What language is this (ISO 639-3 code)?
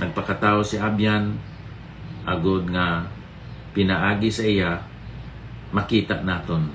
hil